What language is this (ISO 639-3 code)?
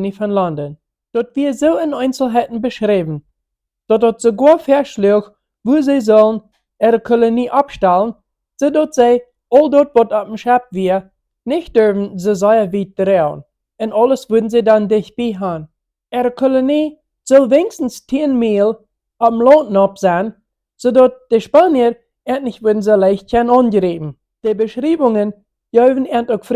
pdt